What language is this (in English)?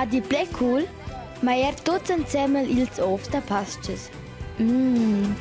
Romansh